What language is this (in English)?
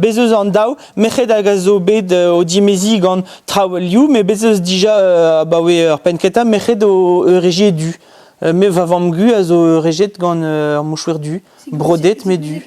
Breton